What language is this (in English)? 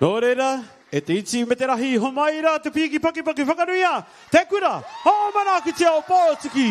Māori